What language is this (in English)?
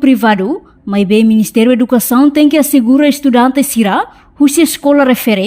Tetum